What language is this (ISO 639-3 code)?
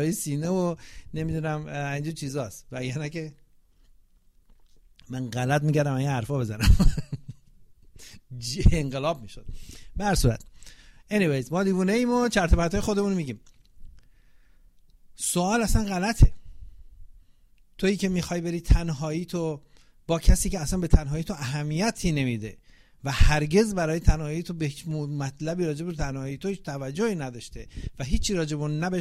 fas